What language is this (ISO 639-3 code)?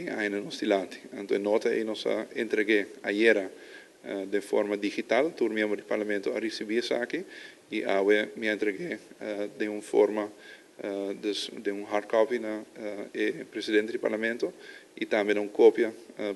pap